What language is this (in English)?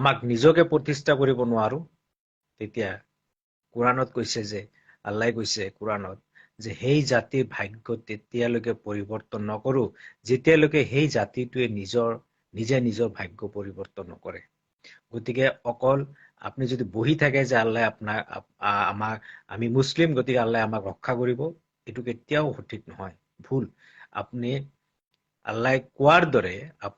Assamese